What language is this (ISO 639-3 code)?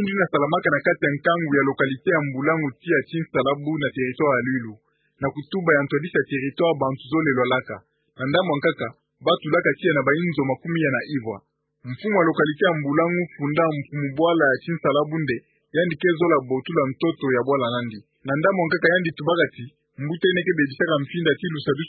ktu